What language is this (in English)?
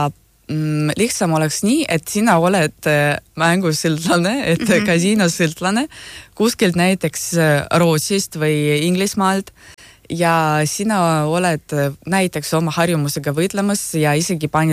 Estonian